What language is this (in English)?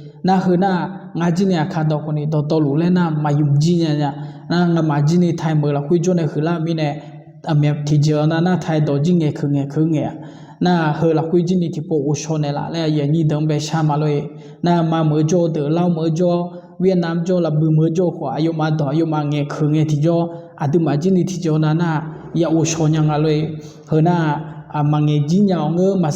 Akha